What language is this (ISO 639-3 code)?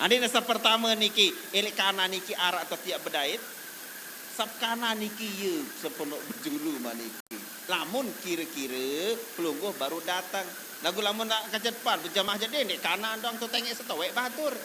sas